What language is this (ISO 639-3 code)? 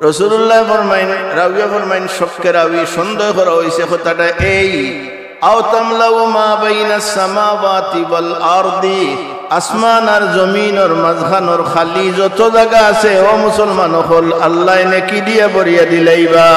syl